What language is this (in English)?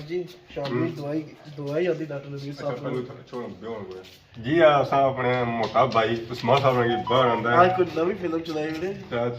Pahari-Potwari